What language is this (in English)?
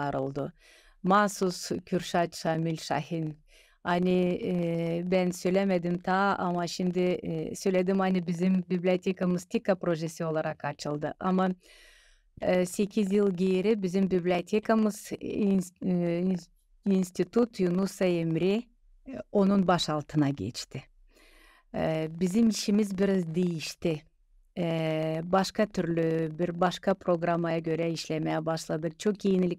Gagauz